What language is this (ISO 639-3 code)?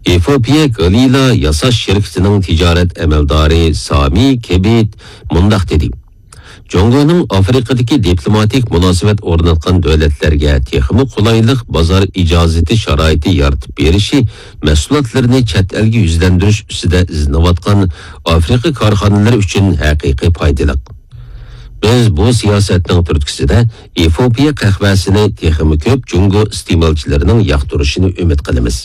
uig